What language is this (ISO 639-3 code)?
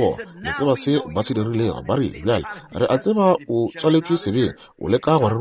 nso